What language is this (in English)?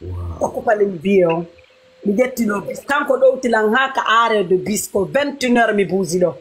Fula